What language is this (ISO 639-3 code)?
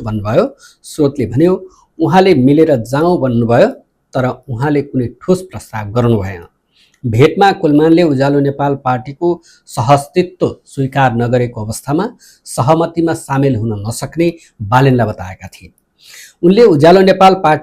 nep